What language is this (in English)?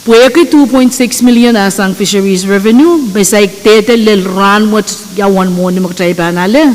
Pohnpeian